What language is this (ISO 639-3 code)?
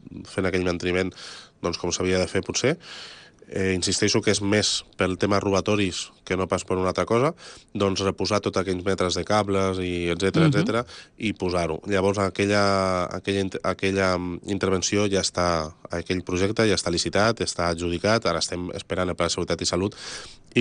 cat